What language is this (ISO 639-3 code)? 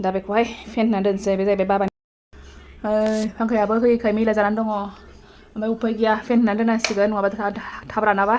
brx